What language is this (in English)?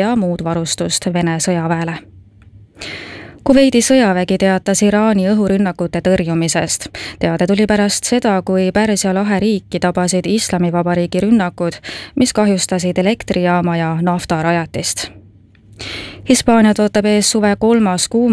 Estonian